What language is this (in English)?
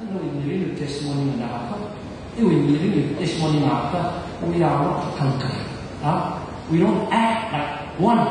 Tangkhul Naga (India)